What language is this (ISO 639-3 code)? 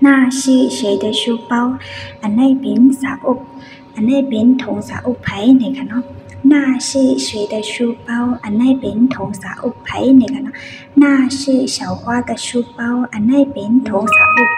shn